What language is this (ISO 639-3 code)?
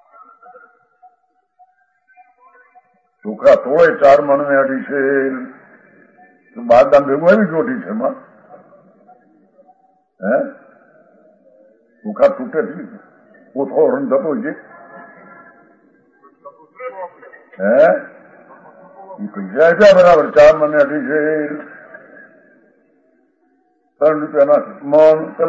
guj